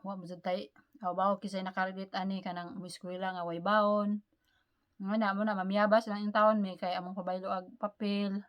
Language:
Cebuano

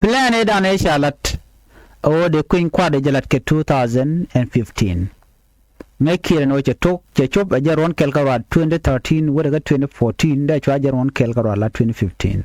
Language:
Nuer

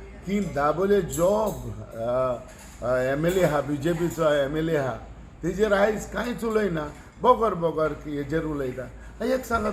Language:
Konkani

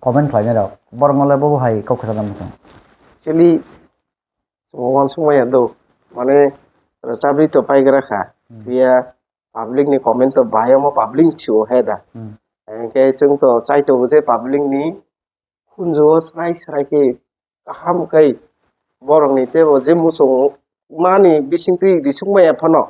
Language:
Kok Borok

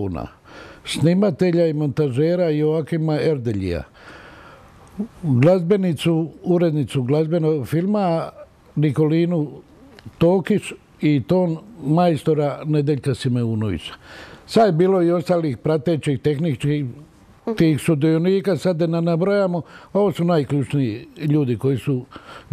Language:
Croatian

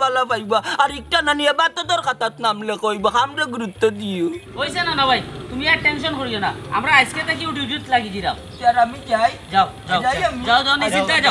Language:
Sylheti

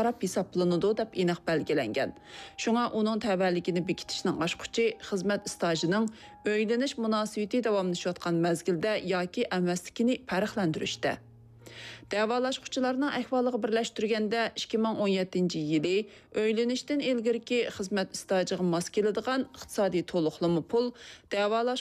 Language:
Uyghur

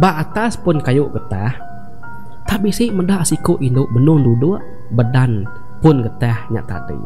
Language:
Iban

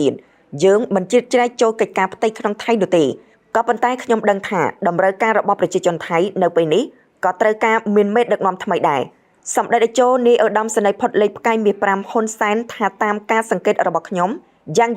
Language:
Khmer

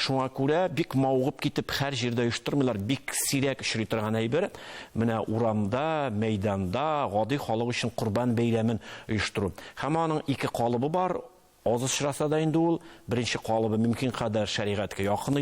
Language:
Tatar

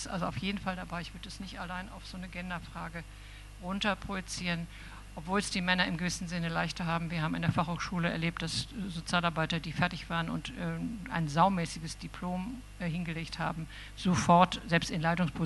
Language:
German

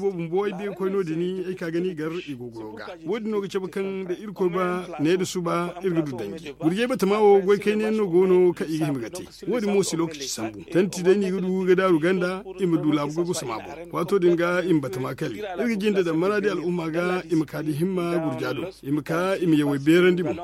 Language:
Zarma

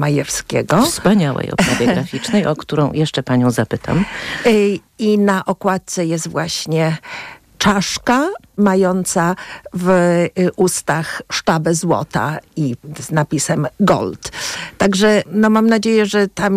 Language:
Polish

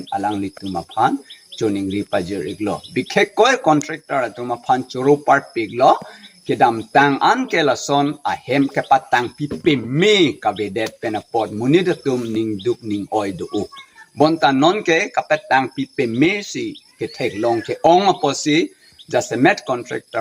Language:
Karbi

